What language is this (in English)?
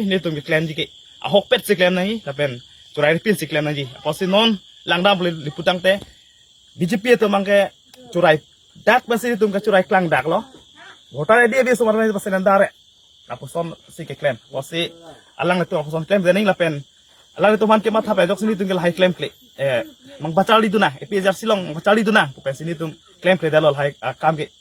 Karbi